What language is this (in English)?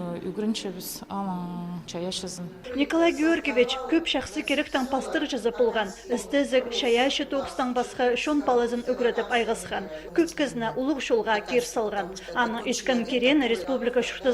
Khakas